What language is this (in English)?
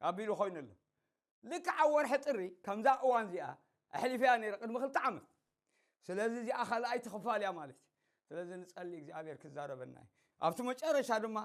Tigrinya